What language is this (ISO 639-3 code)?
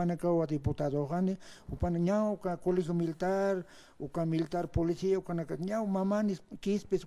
aym